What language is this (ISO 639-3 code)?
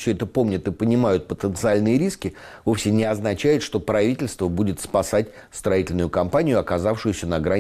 rus